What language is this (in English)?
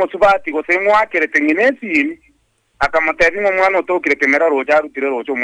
Gusii